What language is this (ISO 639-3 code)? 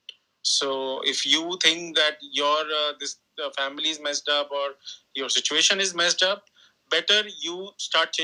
eng